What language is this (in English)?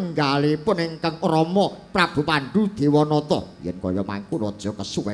Javanese